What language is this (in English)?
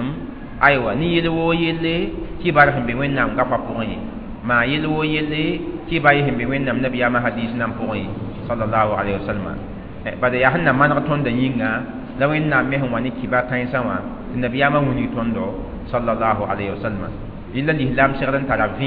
Mossi